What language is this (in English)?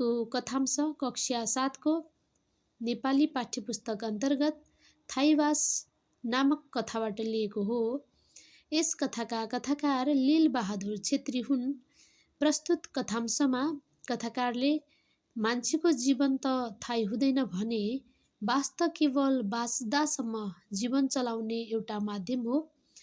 Nepali